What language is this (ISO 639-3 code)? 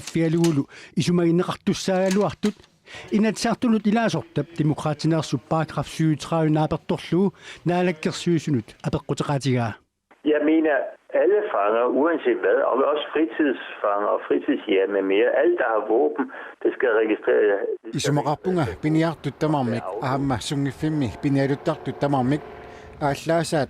kal